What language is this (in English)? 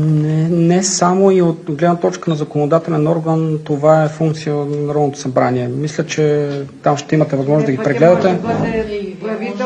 Bulgarian